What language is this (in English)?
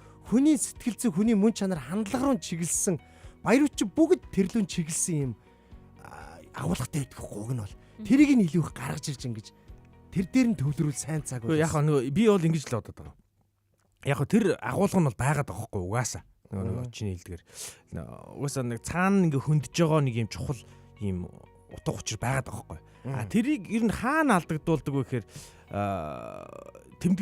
Mongolian